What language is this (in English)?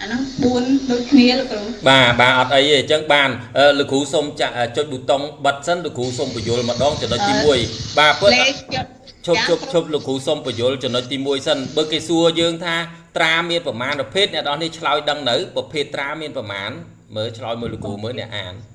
Khmer